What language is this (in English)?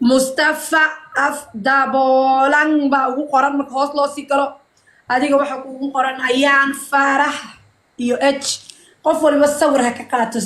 Somali